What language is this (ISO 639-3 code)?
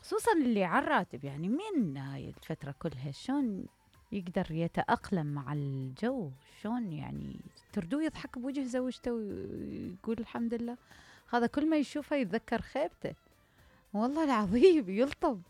acm